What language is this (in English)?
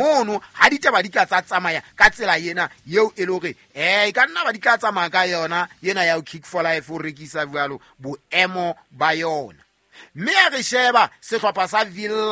Southern Sotho